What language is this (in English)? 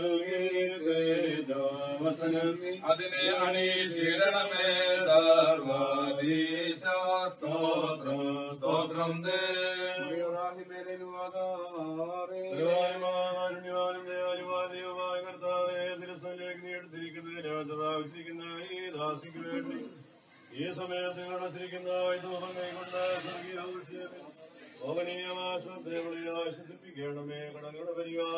Malayalam